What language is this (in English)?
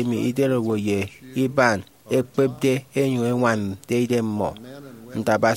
Efik